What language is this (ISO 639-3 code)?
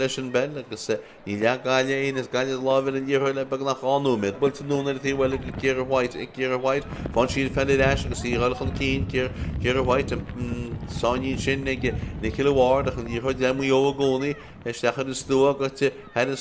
gle